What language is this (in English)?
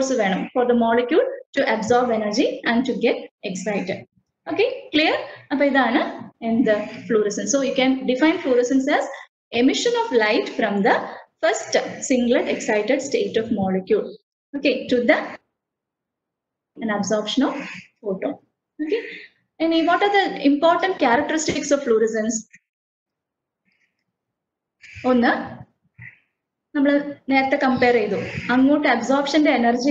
Malayalam